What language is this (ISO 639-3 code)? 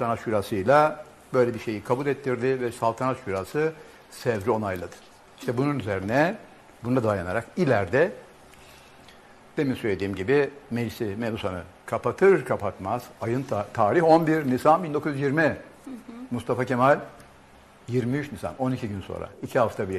tur